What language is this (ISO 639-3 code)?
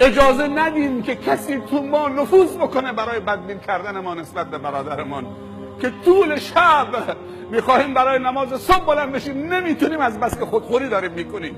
fas